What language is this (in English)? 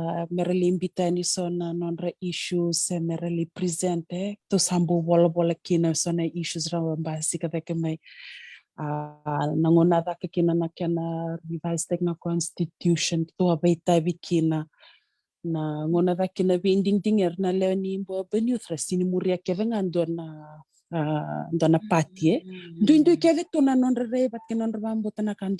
Fijian